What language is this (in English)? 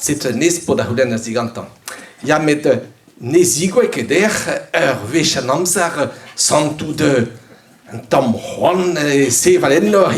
Breton